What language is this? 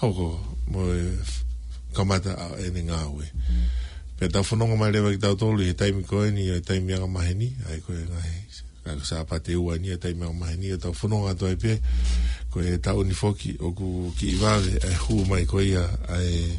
Tongan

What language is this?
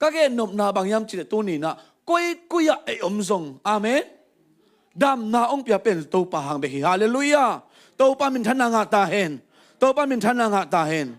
Tedim Chin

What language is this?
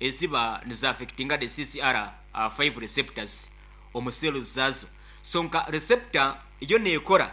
Nyankole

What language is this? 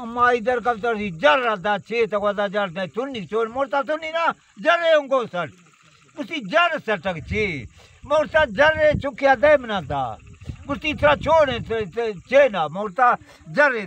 Baluchi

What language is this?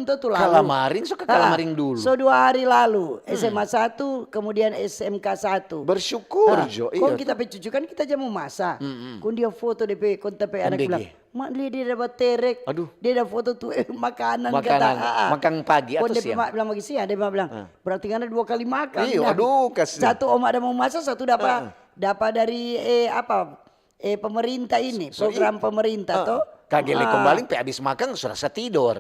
Manado Malay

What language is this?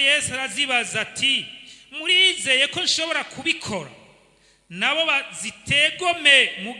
Rundi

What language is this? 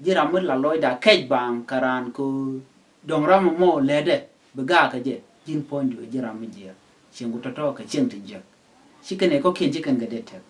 Nuer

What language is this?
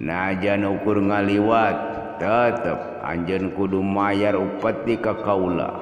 Sundanese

